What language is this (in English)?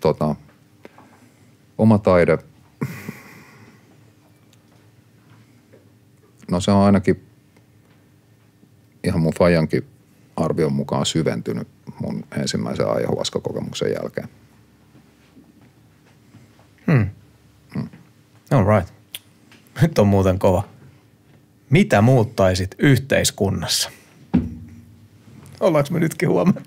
Finnish